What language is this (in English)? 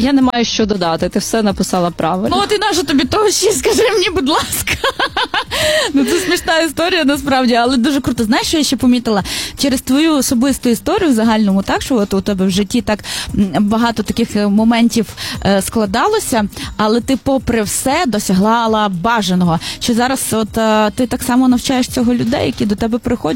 Ukrainian